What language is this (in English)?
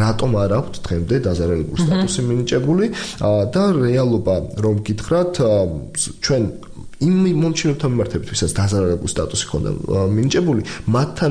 Georgian